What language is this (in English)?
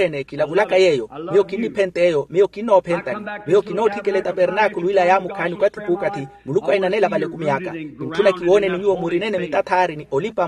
Makhuwa